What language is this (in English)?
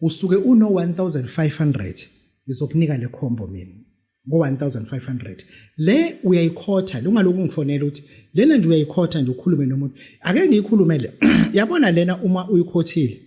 Zulu